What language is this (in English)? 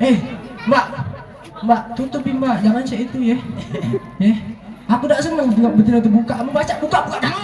Musi